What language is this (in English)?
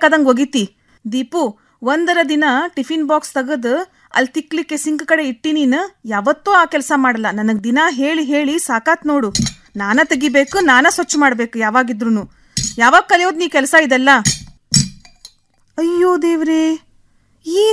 Kannada